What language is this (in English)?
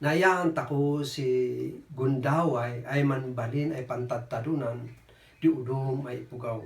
Kankanaey